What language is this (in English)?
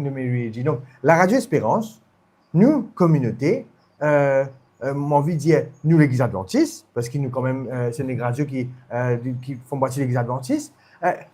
Morisyen